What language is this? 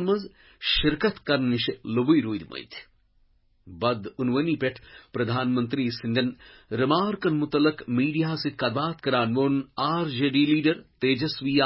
Kashmiri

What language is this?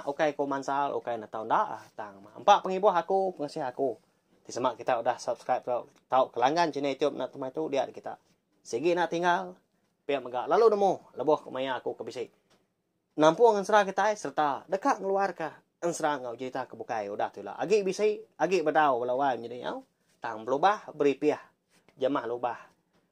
Iban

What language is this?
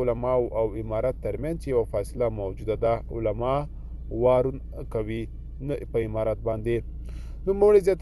Pashto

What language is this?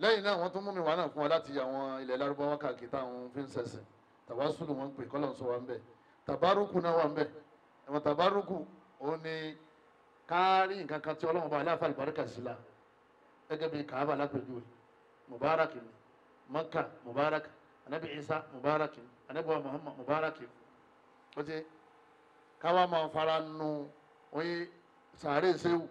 Yoruba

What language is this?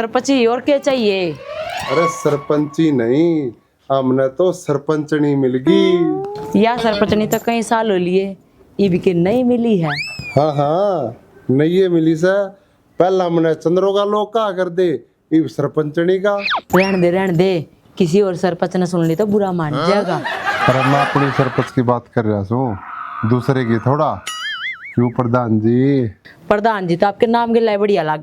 Haryanvi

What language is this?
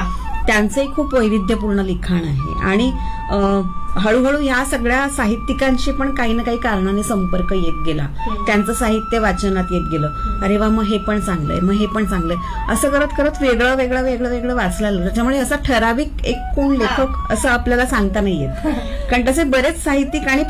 Marathi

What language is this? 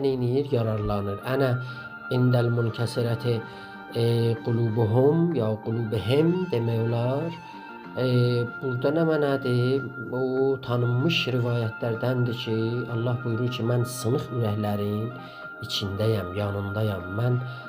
South Azerbaijani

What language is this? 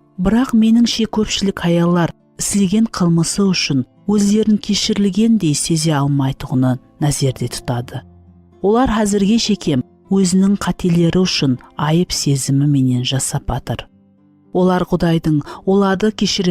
Kara-Kalpak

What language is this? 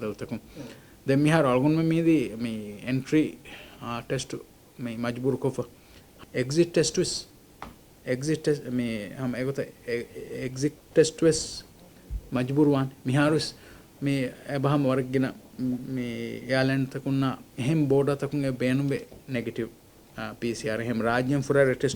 Divehi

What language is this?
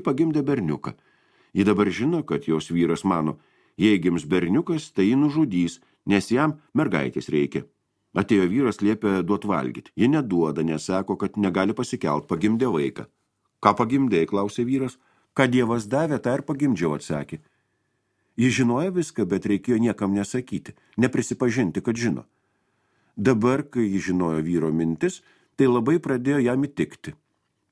Lithuanian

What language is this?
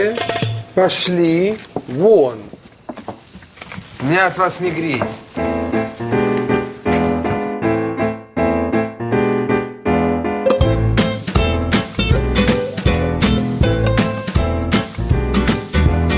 Russian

